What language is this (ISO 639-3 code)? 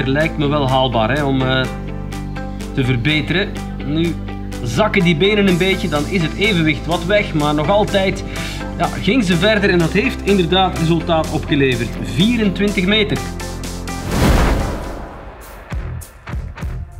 nld